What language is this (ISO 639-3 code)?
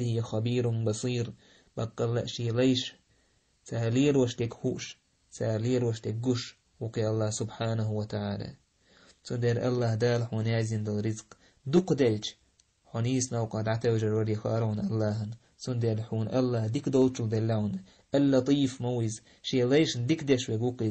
che